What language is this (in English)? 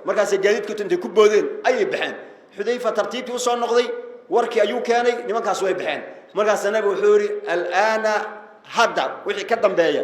Somali